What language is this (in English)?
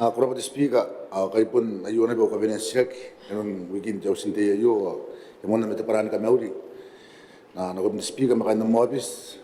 Gilbertese